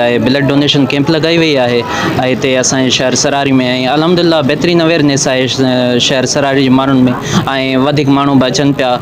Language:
Sindhi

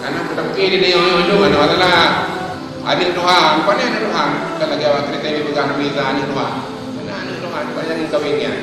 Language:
Achinese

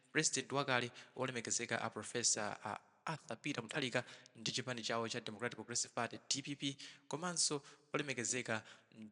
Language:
Nyanja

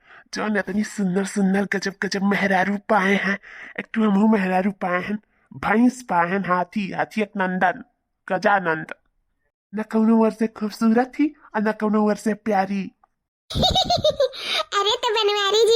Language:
Awadhi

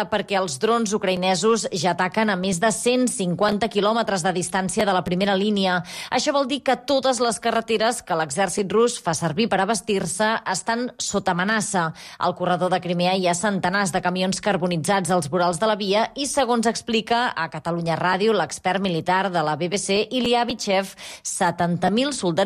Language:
Catalan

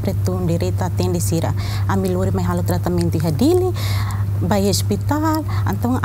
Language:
Tetum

